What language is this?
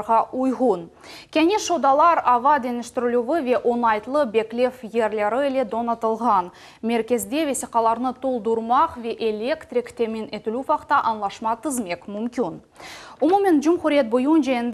Crimean Tatar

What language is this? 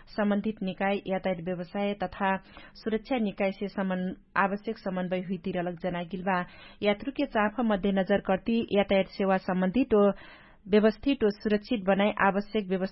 Dangaura Tharu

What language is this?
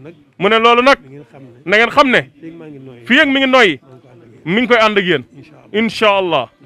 Wolof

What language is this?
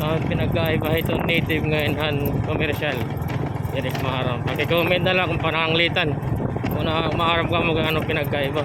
Waray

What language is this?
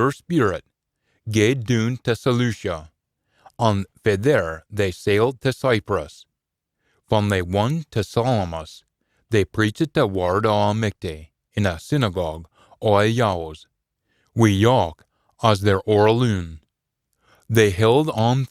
Scots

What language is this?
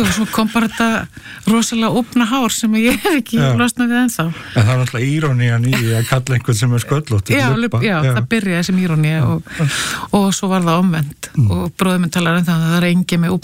Icelandic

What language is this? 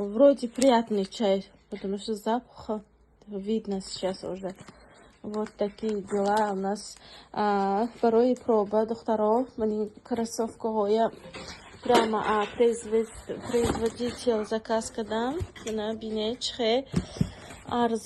Tajik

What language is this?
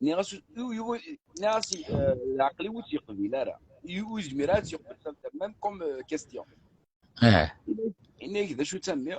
Kabyle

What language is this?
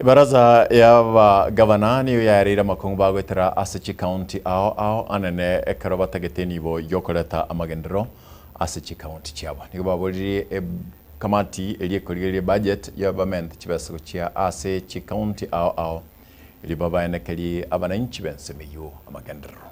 Gusii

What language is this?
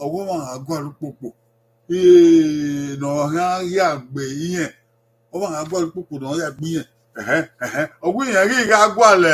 Bini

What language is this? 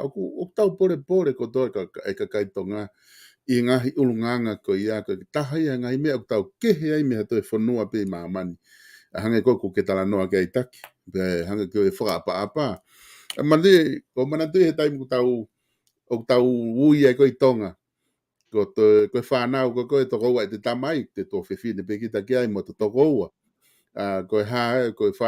Tongan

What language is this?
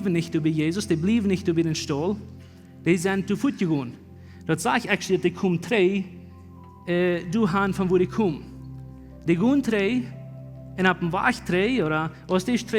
Plautdietsch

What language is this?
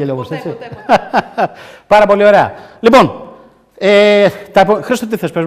Greek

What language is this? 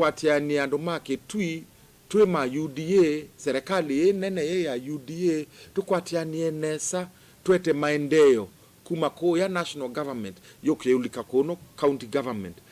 Kamba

